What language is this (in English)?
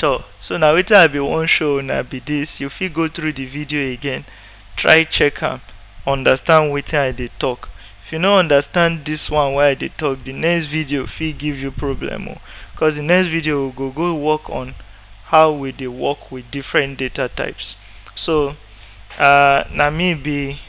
Nigerian Pidgin